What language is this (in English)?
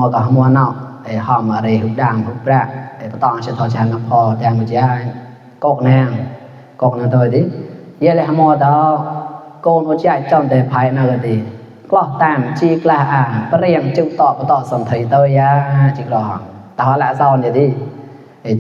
Mon